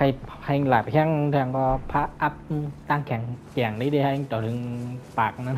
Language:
Shan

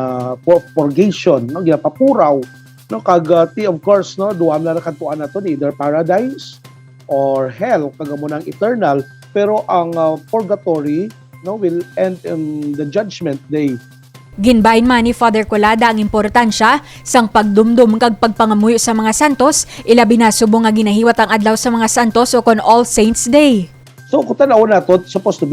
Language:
Hiligaynon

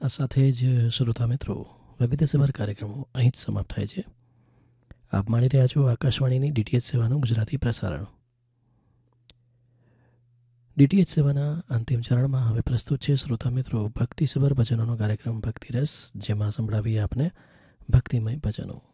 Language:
Gujarati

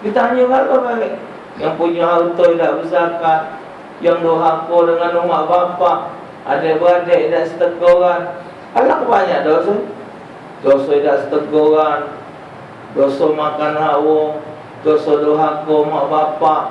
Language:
Musi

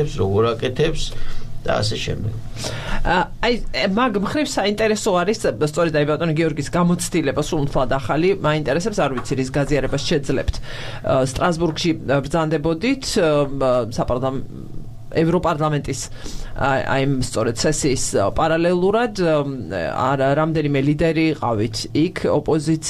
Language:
Georgian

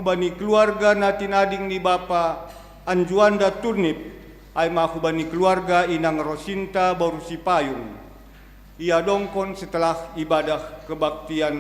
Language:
Batak Simalungun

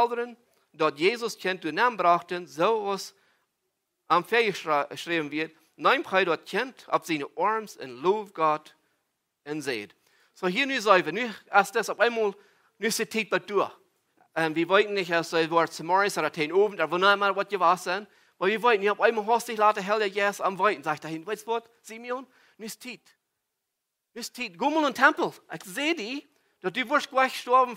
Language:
Plautdietsch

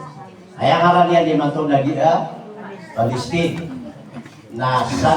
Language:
Maranao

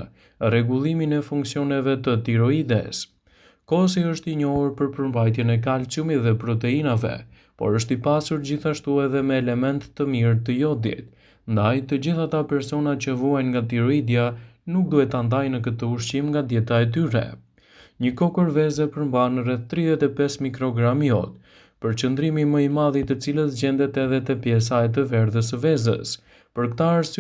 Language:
Albanian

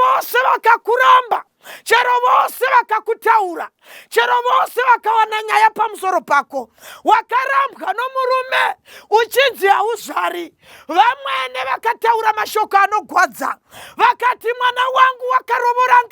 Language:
Shona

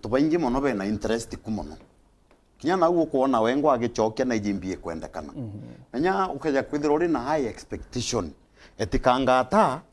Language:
Meru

